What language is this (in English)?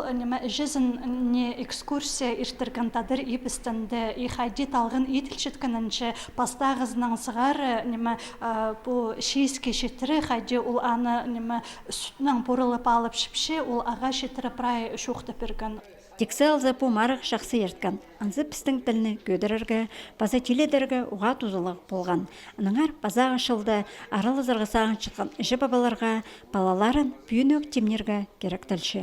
Khakas